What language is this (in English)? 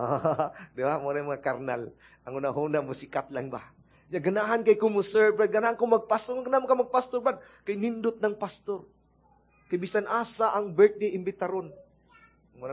Cebuano